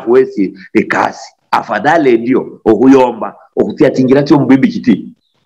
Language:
Luyia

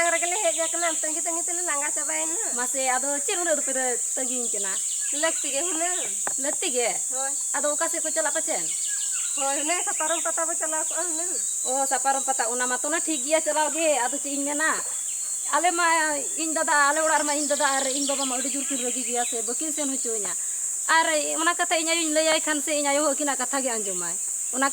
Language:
Santali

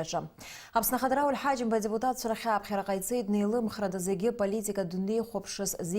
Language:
Abkhazian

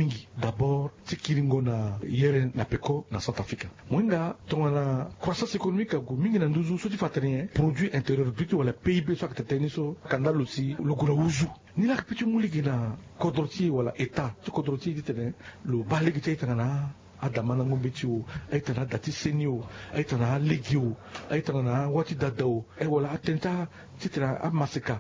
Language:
Sango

